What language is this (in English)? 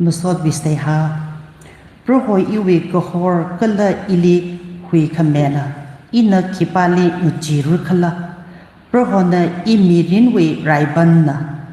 Tangkhul Naga (India)